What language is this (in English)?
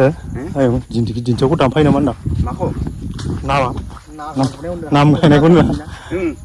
Bodo